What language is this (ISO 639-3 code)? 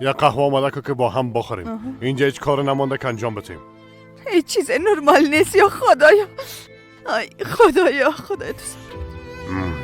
fas